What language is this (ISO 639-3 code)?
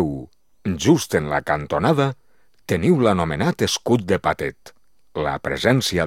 cat